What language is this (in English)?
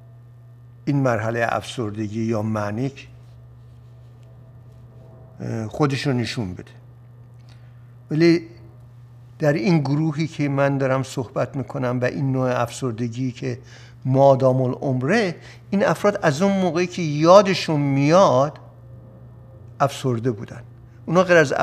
Persian